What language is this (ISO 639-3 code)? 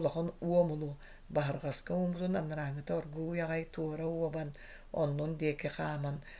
sah